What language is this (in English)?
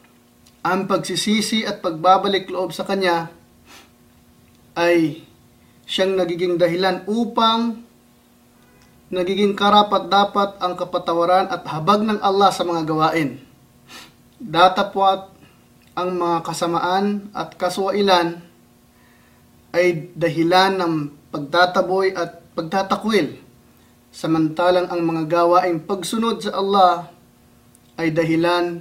Filipino